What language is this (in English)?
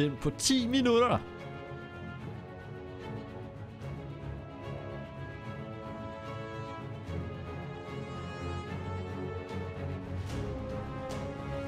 Danish